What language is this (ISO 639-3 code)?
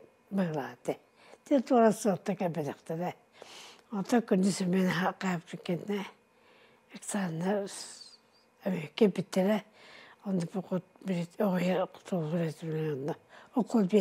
sah